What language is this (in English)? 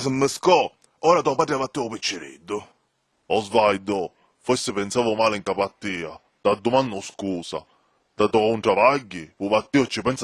Sicilian